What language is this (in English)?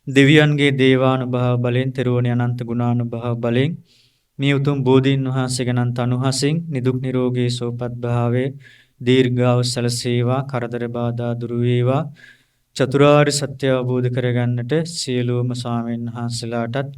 Sinhala